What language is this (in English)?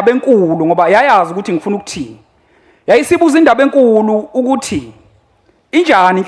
Zulu